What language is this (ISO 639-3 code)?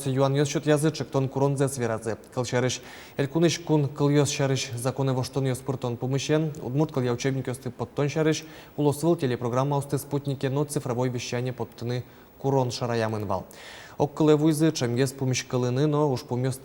udm